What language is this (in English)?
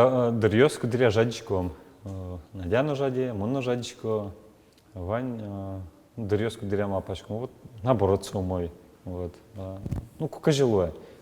Udmurt